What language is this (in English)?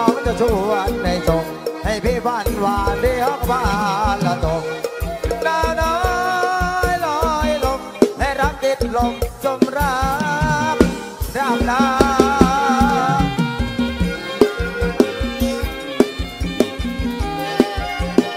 Thai